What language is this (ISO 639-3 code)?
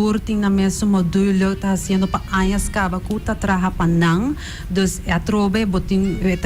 pap